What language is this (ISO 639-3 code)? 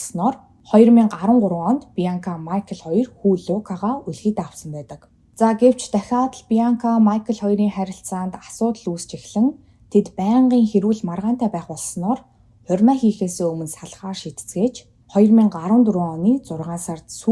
mon